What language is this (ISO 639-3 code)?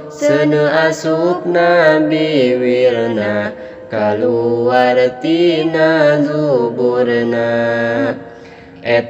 sun